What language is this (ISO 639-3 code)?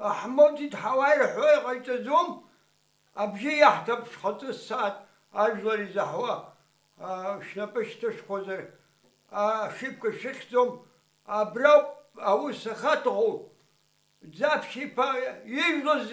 abk